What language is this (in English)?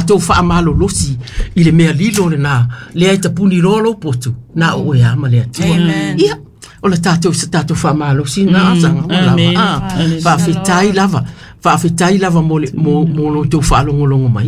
Samoan